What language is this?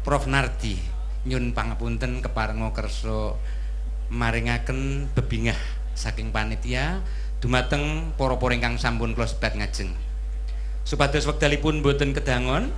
Javanese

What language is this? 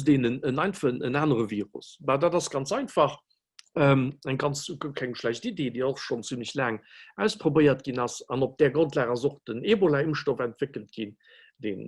Luxembourgish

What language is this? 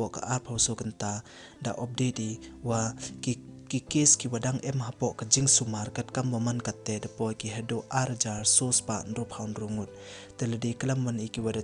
Pnar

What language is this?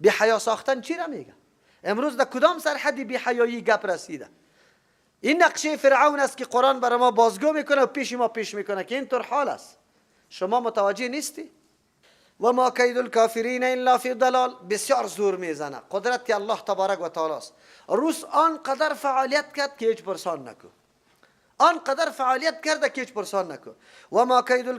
Persian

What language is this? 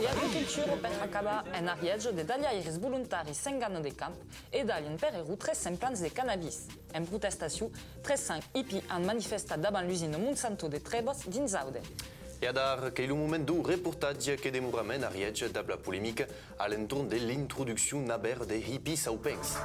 Occitan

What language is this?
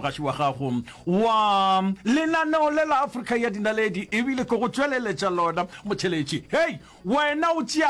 Northern Sotho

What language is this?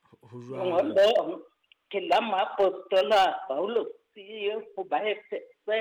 Southern Sotho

